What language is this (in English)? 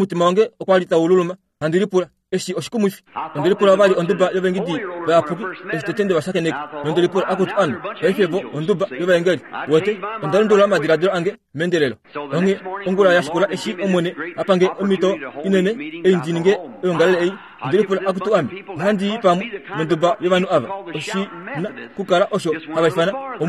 Kuanyama